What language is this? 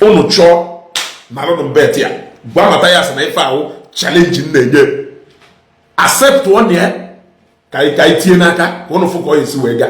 Igbo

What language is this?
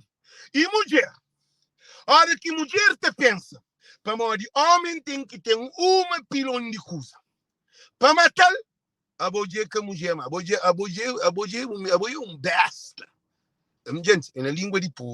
Kabuverdianu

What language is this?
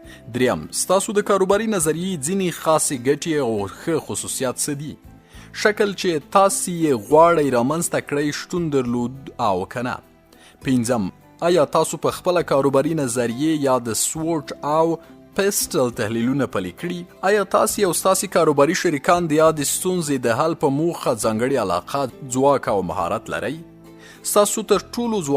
Pashto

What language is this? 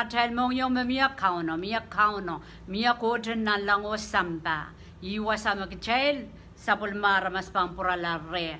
Pohnpeian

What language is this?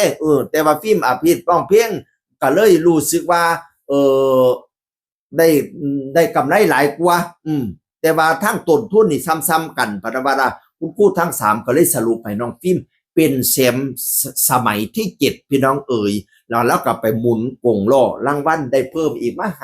Northeastern Thai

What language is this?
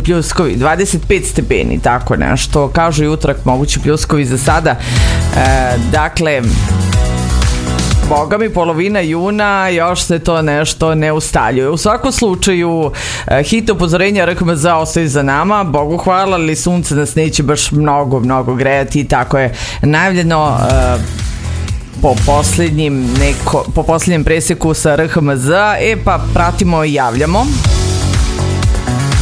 Serbian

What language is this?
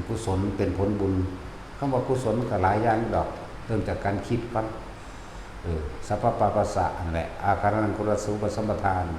Northeastern Thai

